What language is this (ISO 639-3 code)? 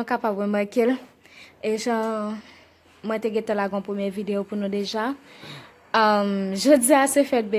hat